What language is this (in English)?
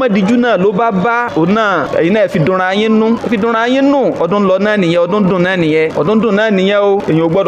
Yoruba